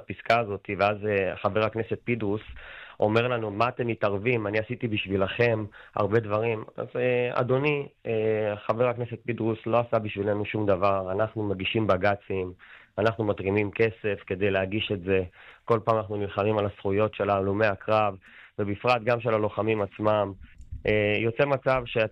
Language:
Hebrew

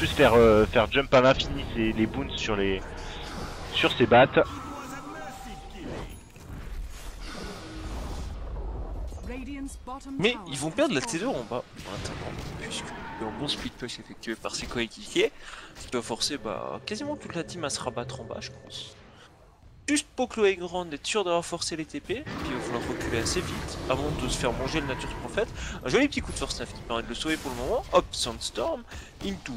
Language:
French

